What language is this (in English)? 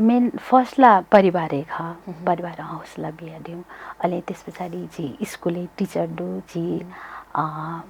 Newari